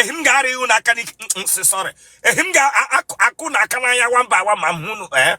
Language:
Igbo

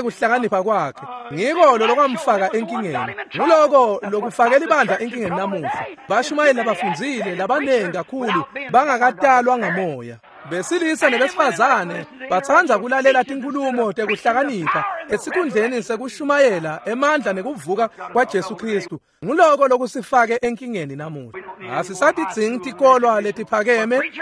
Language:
Swati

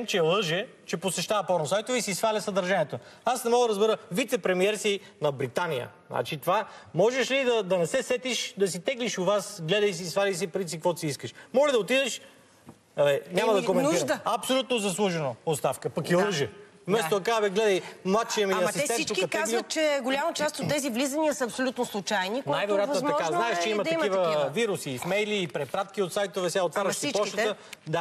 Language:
Bulgarian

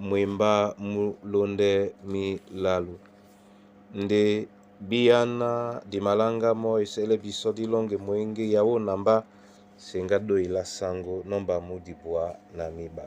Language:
Duala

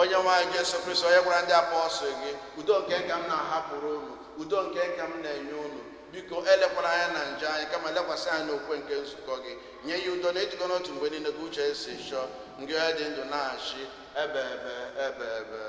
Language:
Igbo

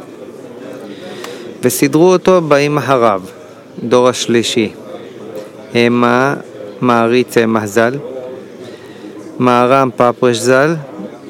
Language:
Hebrew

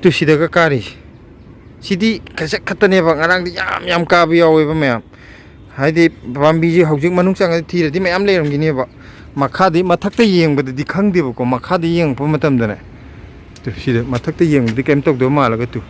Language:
Manipuri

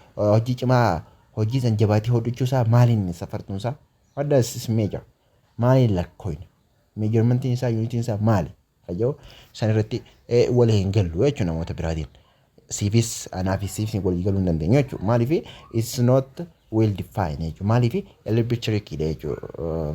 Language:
Oromo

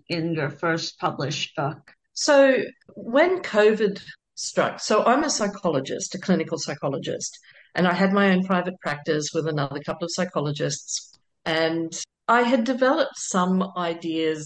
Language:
English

